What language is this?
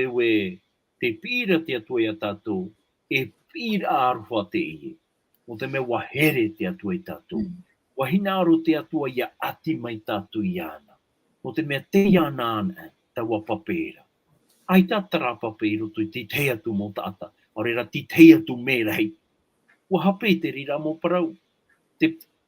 Tahitian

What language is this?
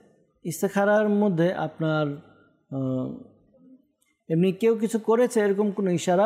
Bangla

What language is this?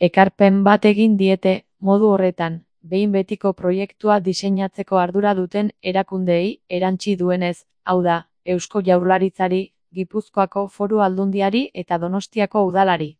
Basque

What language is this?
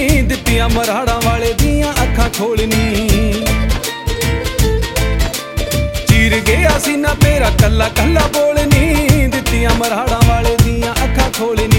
Punjabi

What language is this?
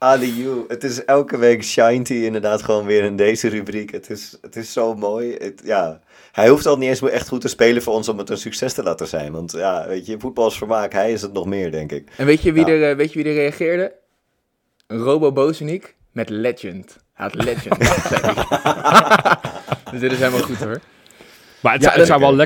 Dutch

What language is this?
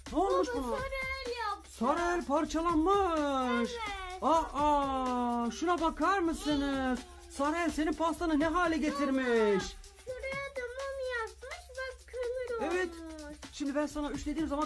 Turkish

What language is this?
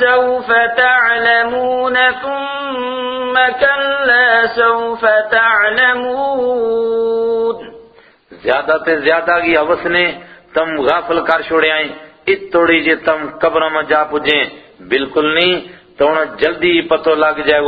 Gujari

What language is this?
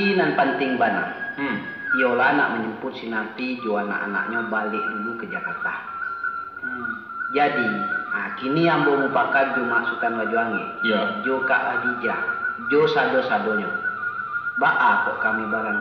Minangkabau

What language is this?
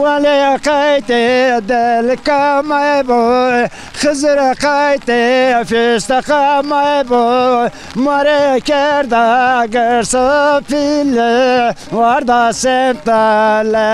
Zaza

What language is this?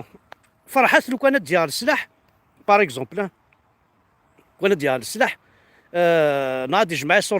Kabyle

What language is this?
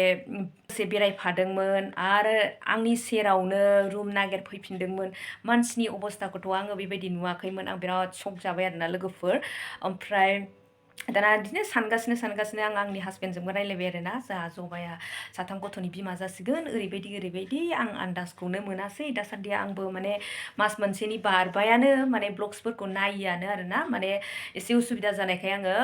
Bodo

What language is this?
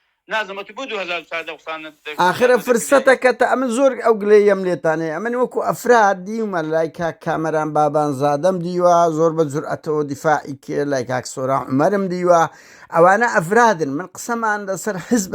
Central Kurdish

